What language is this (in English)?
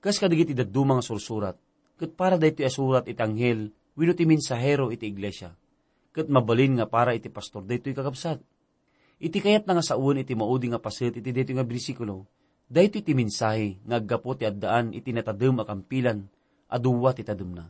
Iloko